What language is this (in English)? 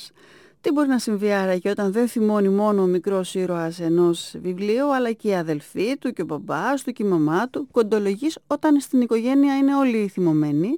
Greek